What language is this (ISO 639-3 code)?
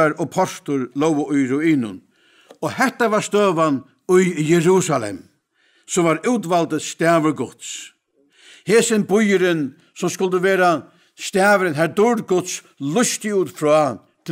fao